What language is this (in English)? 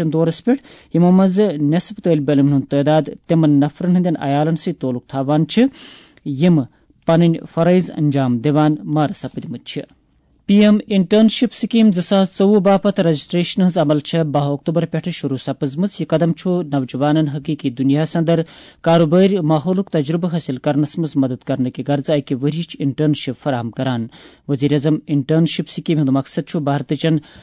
Kashmiri